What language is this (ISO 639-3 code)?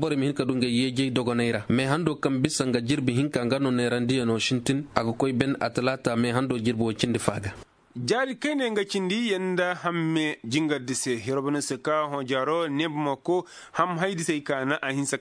ses